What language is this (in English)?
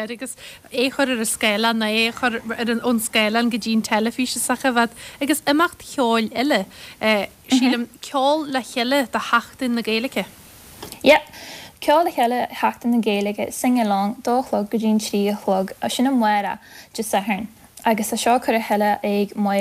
Irish